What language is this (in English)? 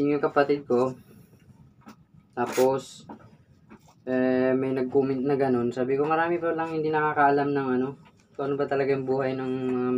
Filipino